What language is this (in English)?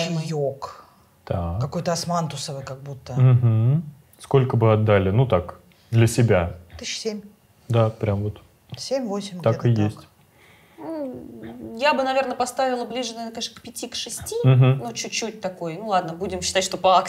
Russian